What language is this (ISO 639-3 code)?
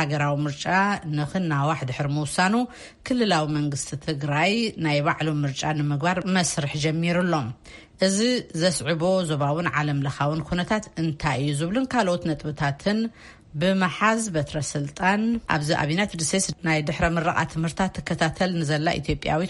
tir